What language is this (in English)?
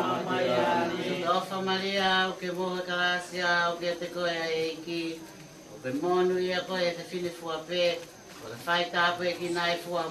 Tongan